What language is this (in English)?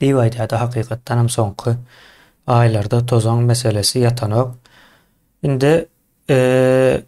Turkmen